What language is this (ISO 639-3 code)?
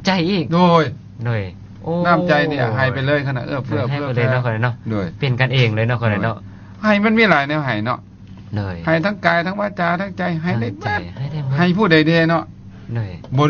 lao